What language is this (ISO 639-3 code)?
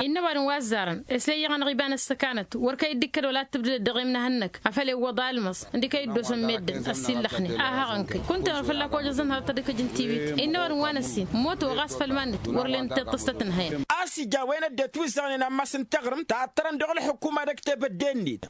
taq